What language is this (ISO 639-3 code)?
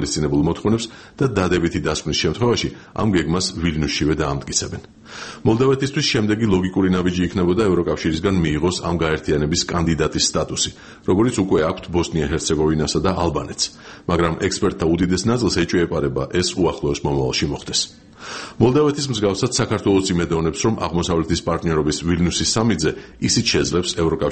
kat